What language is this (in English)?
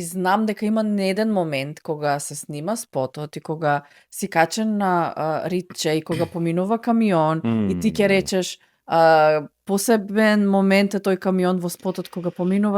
Macedonian